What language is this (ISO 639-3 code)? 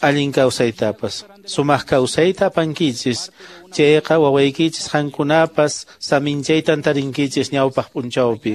que